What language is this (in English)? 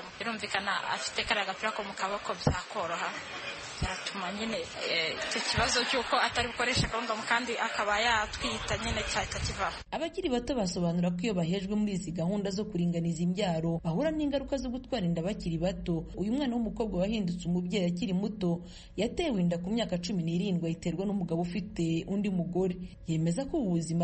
Kinyarwanda